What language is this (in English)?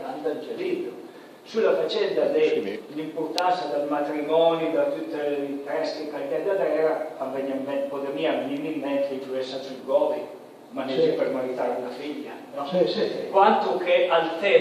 Piedmontese